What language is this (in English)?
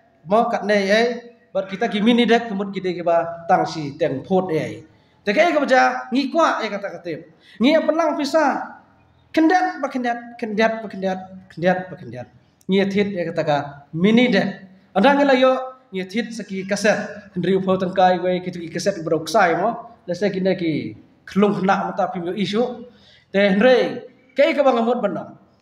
Khasi